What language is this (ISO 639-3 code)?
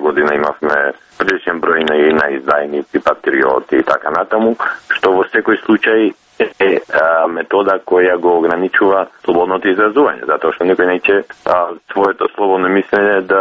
mkd